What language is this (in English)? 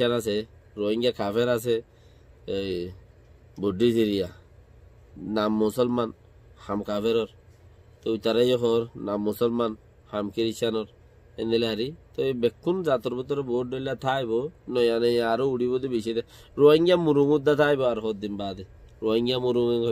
Rohingya